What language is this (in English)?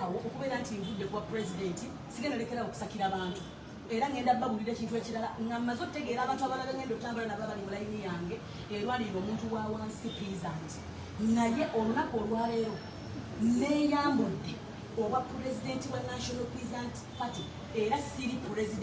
Ganda